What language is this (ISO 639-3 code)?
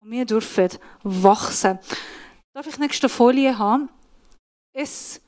gsw